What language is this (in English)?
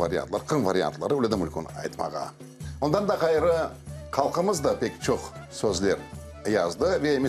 Crimean Tatar